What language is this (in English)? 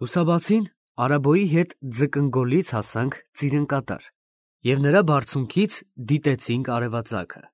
Armenian